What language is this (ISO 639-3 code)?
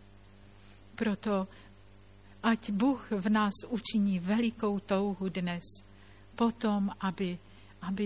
ces